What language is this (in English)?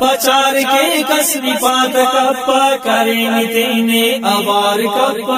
Brahui